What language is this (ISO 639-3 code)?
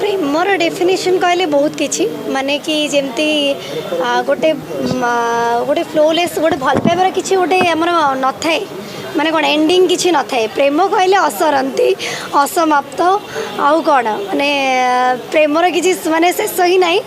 ori